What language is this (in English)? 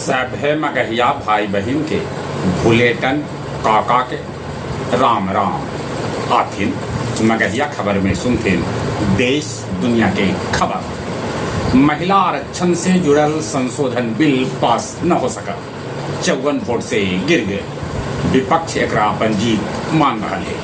Magahi